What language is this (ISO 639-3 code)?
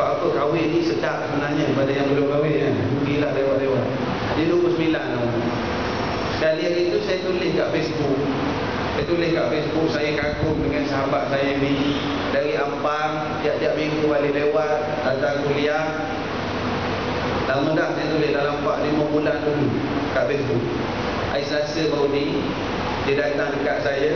msa